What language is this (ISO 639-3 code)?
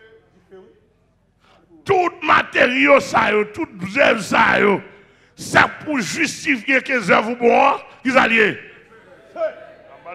fra